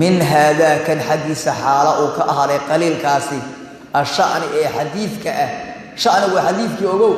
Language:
Somali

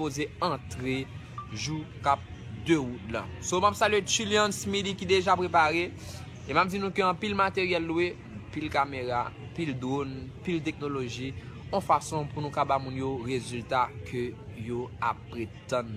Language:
Haitian Creole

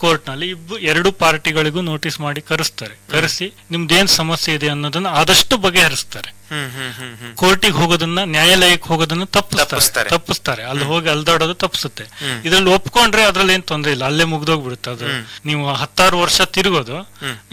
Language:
Kannada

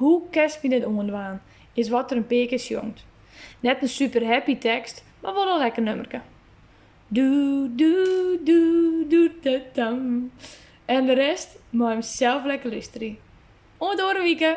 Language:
Western Frisian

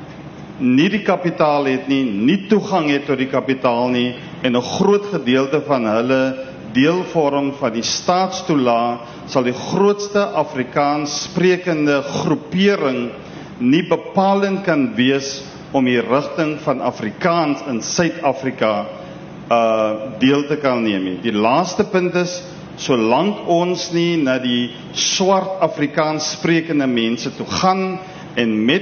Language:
Afrikaans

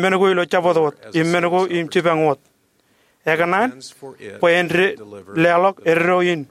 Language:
Marshallese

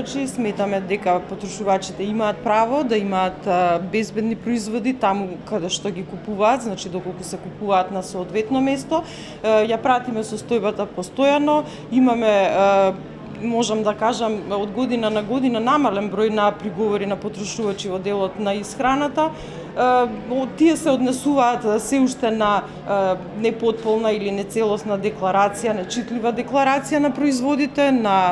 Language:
Macedonian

